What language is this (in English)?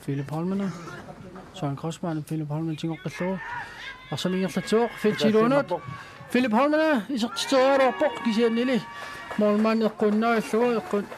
Kalaallisut